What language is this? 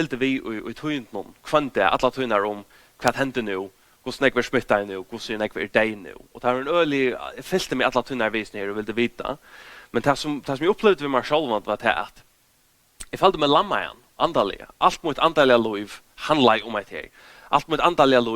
Faroese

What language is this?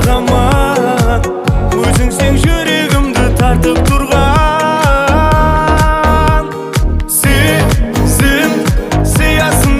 Kara-Kalpak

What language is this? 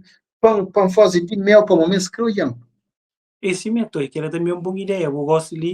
Kabuverdianu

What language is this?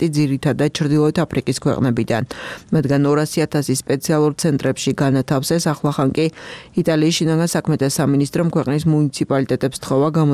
Georgian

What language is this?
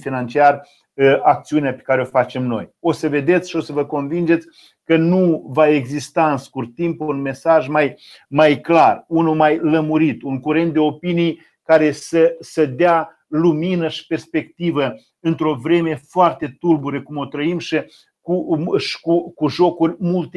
Romanian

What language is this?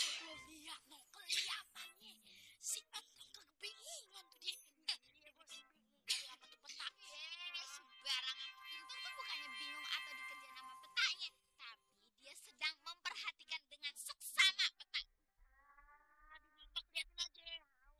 Betawi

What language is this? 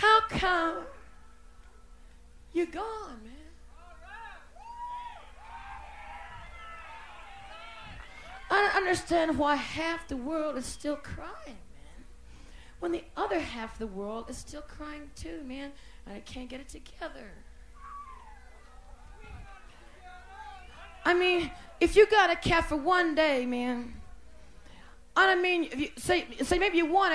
English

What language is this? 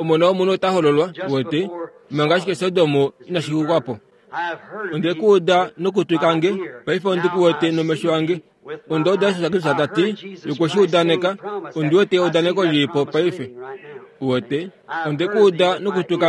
Kuanyama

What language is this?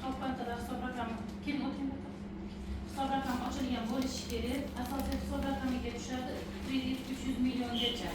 Uzbek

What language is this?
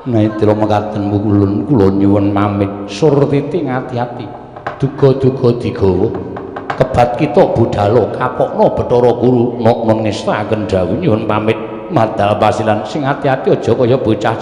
Javanese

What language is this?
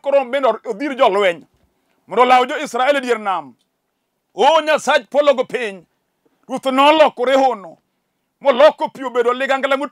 Luo (Kenya and Tanzania)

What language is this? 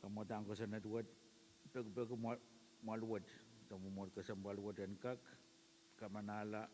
Pohnpeian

